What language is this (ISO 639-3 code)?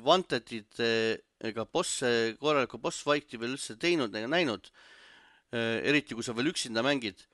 est